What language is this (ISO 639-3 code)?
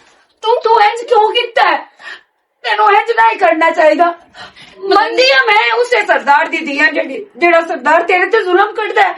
lah